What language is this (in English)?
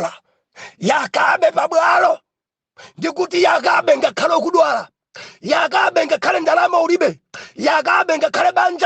Nyanja